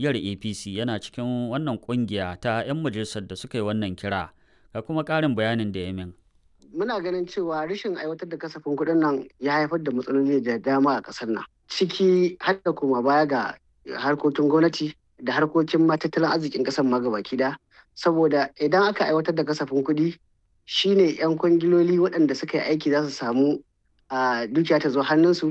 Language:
Hausa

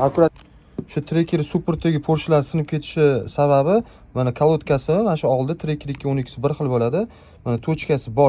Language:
Uzbek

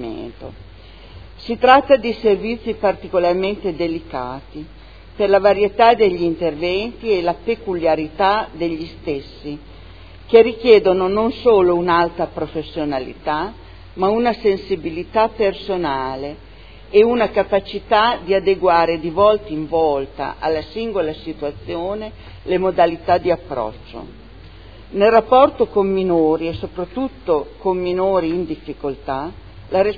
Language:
Italian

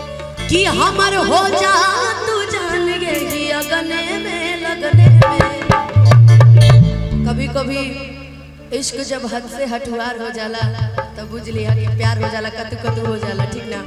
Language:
Bhojpuri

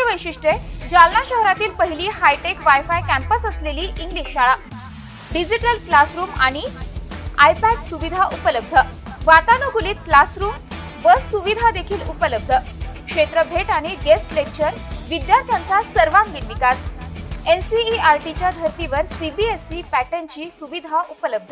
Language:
Marathi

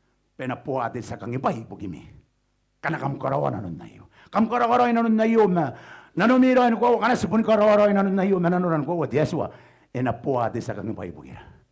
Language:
Gilbertese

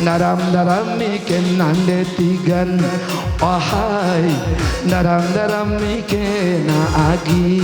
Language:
Batak Karo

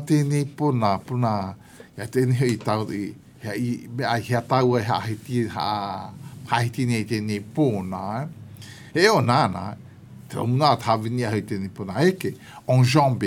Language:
Malagasy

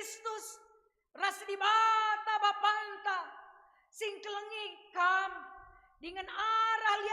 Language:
Batak Karo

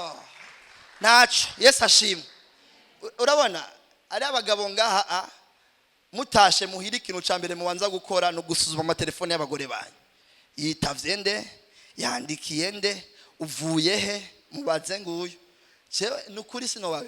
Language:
Rundi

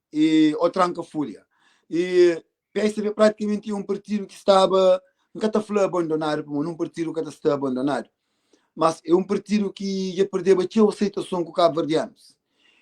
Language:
Kabuverdianu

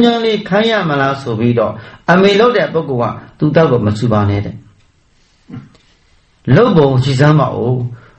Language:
Burmese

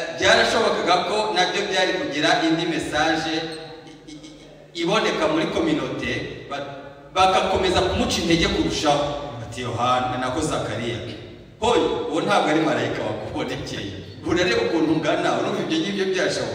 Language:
Kinyarwanda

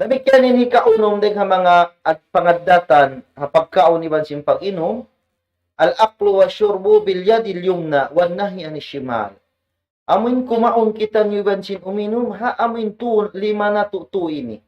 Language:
Tausug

